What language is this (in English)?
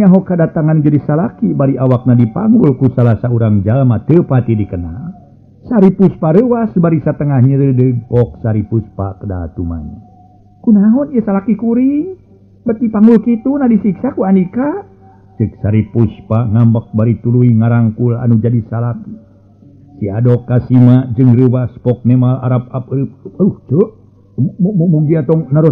Sundanese